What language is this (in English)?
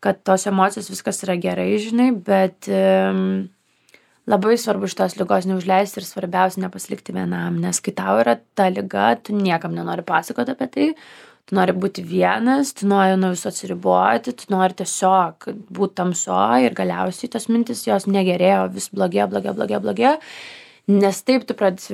Lithuanian